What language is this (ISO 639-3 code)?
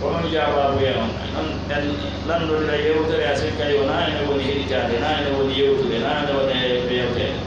fuf